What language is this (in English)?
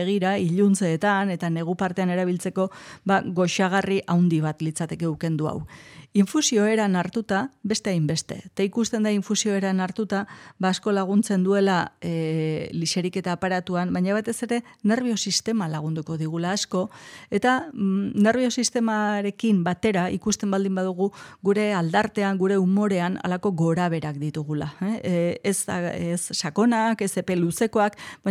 Basque